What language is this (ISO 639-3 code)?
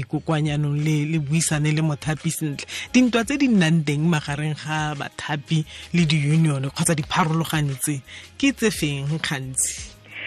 tsn